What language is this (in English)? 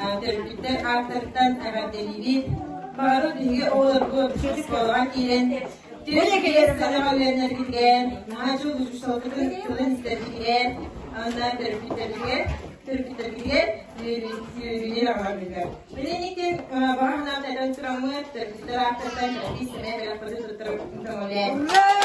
Yakut